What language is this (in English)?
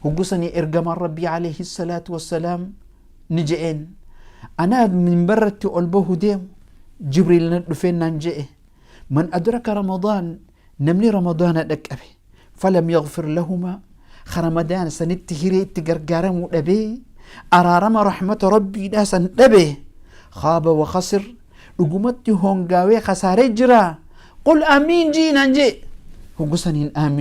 Oromo